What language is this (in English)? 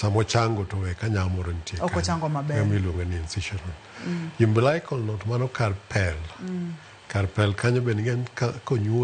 Luo (Kenya and Tanzania)